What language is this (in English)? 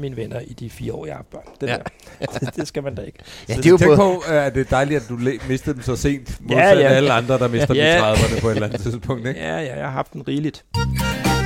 Danish